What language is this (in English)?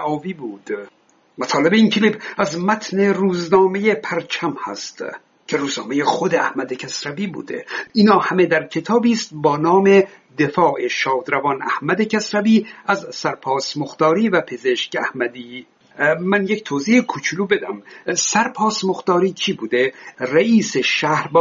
Persian